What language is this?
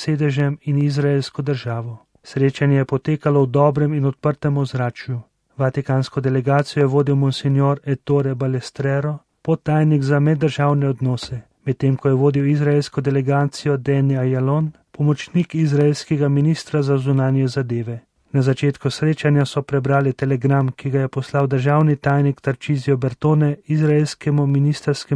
Slovenian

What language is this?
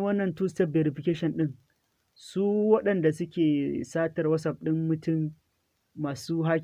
Hausa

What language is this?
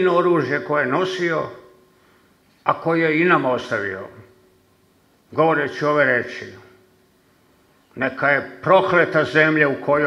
Serbian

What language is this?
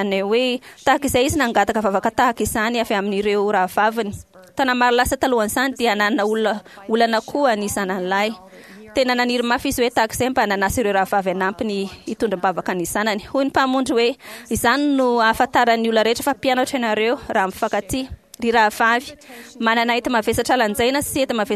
Malagasy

